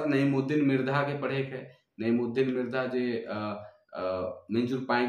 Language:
Sadri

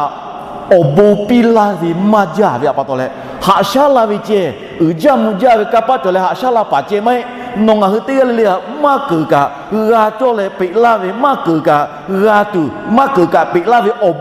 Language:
Lahu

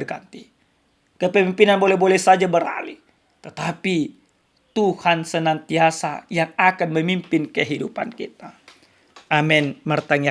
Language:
Batak Toba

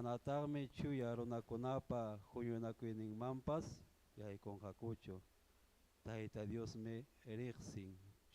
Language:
Ayacucho Quechua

